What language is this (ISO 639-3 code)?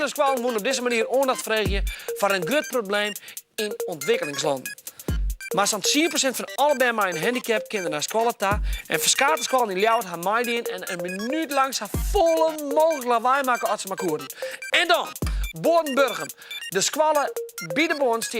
fry